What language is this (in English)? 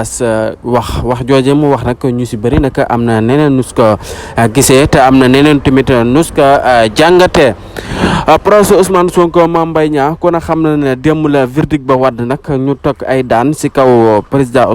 Wolof